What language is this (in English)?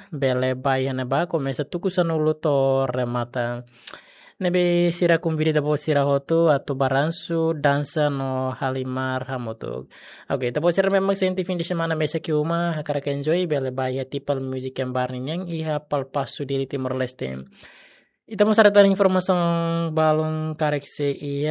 Tetum